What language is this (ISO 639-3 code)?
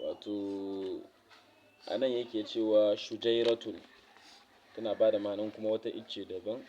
hau